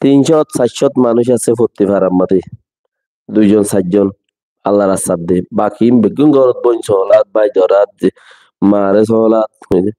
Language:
Rohingya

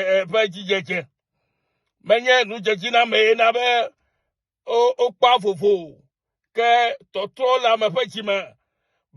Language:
Ewe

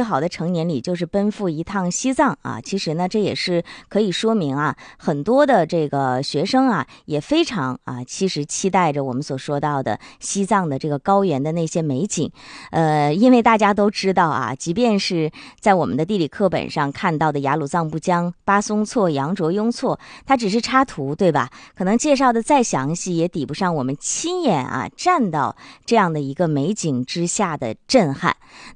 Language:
Chinese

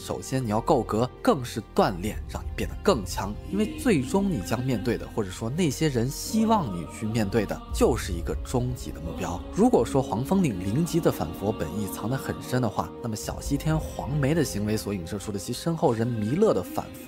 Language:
Chinese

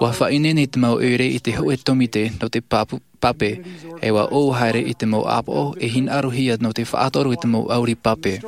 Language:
Tahitian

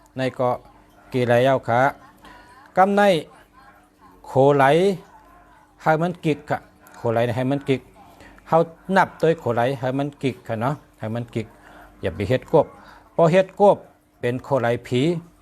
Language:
Shan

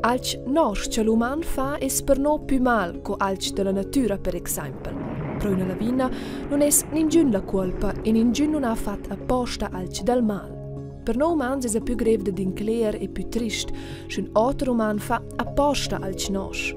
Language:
Romansh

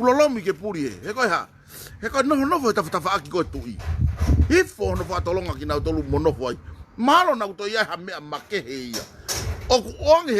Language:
Tongan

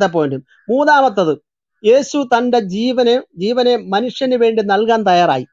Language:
Malayalam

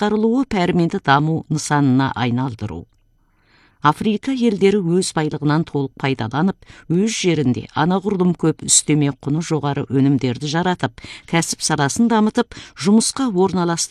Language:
Kazakh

